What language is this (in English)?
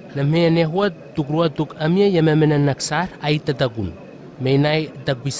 Southwest Tanna